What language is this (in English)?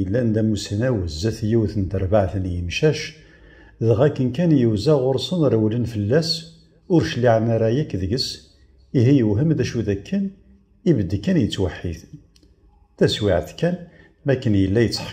Kabyle